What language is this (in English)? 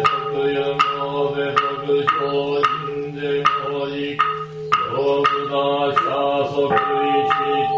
Japanese